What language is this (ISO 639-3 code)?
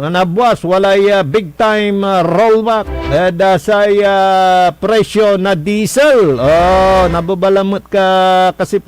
pag